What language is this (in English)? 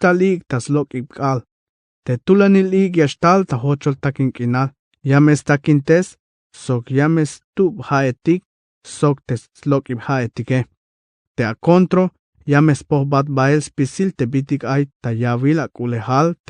Tzeltal